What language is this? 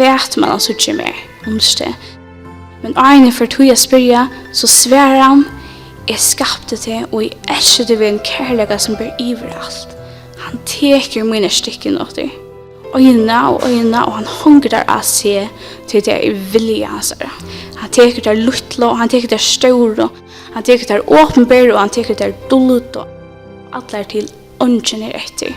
Faroese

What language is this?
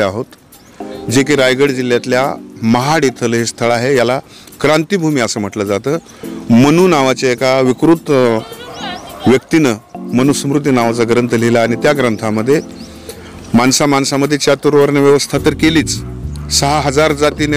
Marathi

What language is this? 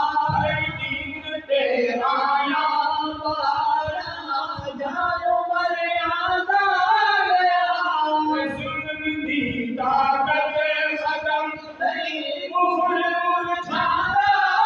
Saraiki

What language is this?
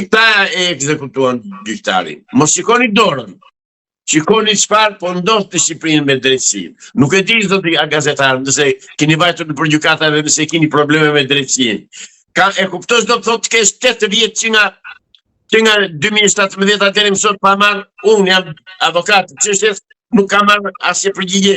Albanian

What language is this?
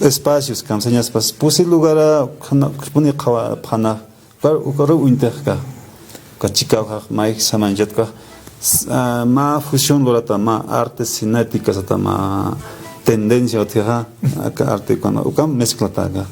Aymara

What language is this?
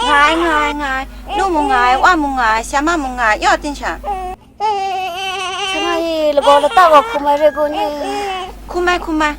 Kachin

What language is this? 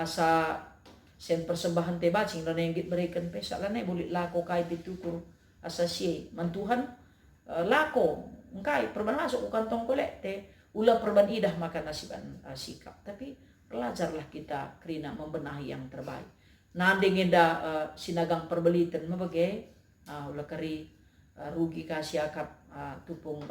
Batak Karo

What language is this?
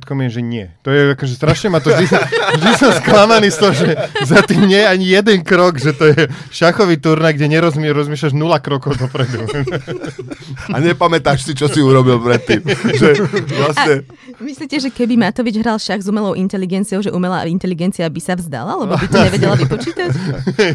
Slovak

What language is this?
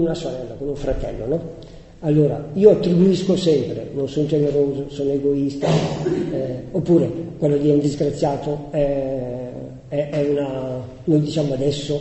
Italian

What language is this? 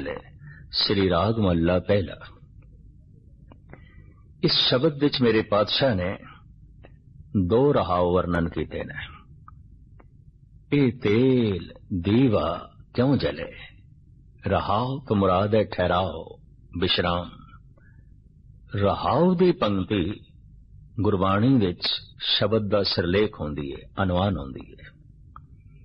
Punjabi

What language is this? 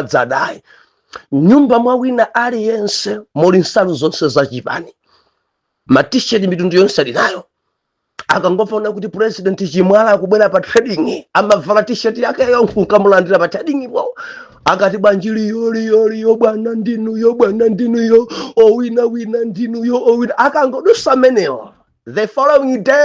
Nyanja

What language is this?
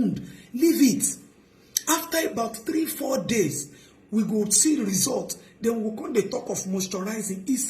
Nigerian Pidgin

